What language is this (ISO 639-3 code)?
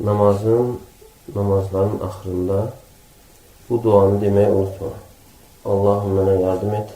aze